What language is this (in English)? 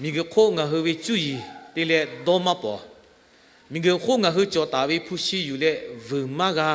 Lahu